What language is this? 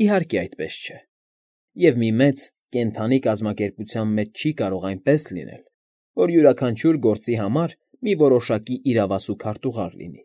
Armenian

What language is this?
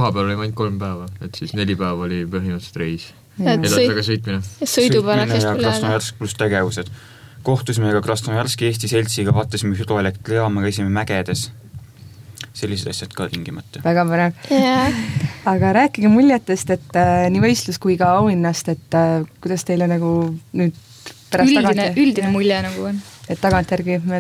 Estonian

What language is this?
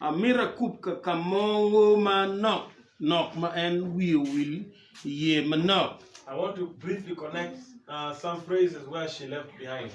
Acoli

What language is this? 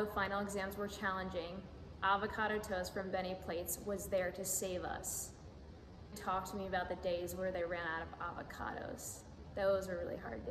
English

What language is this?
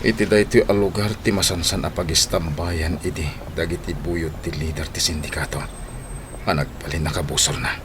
Iloko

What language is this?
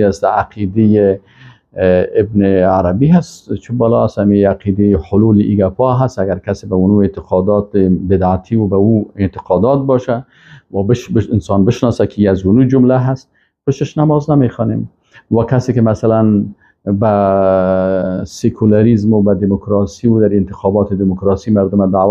Persian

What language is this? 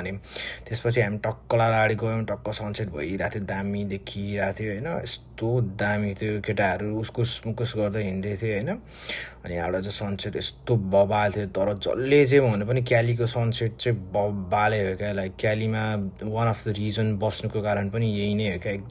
Nepali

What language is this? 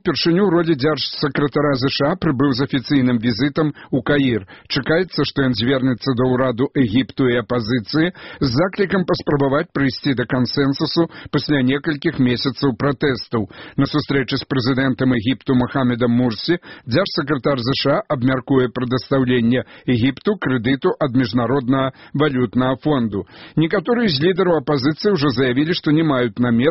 Belarusian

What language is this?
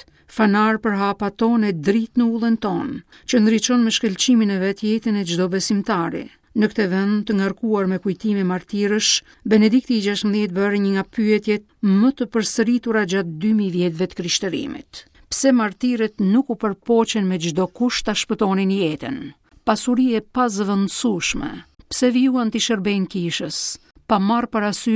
Albanian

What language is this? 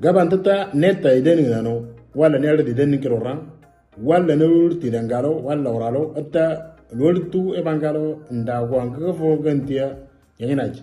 Moro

